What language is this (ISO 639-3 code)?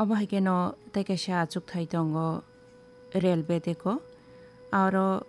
trp